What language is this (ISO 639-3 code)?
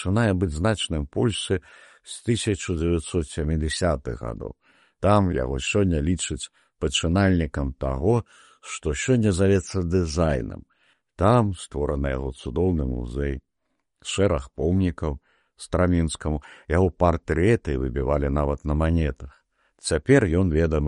bel